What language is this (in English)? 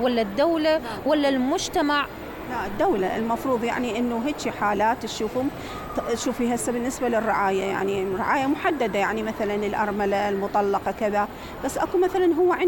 Mesopotamian Arabic